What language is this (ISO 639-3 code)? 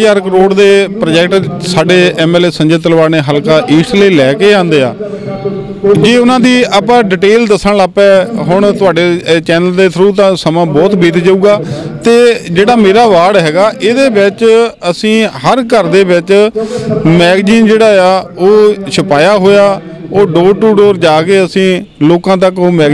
pan